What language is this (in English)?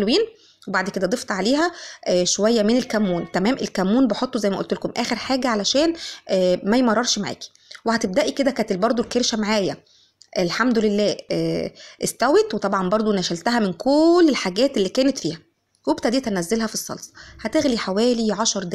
Egyptian Arabic